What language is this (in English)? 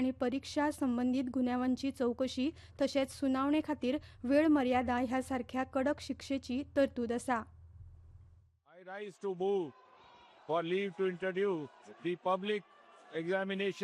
Konkani